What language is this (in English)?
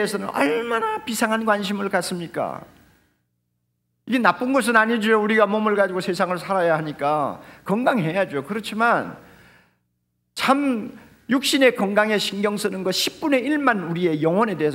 Korean